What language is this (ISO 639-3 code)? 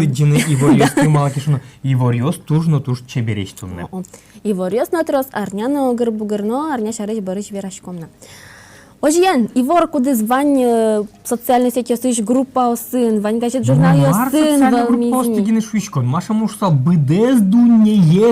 udm